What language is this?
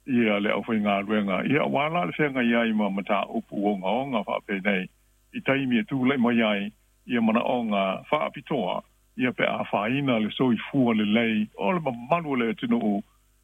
Samoan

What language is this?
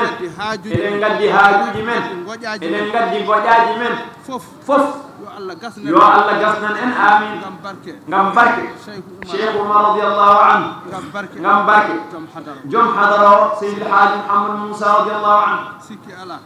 Fula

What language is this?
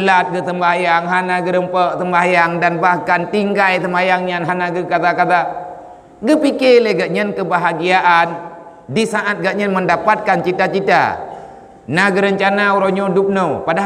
Achinese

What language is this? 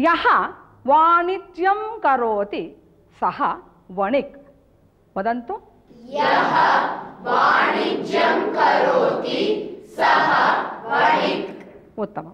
Sanskrit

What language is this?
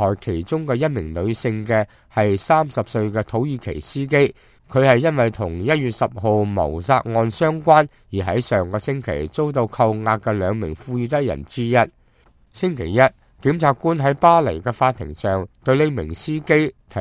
Cantonese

